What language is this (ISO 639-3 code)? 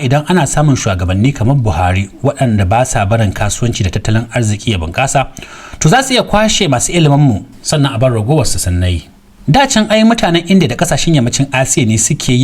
hau